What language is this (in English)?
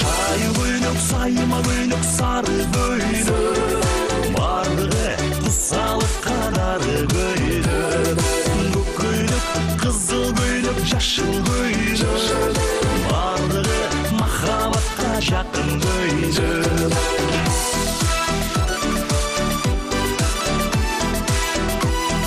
Kyrgyz